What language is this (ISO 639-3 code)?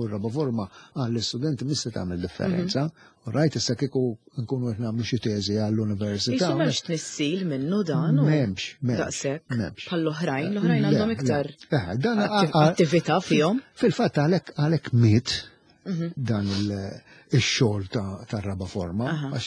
mlt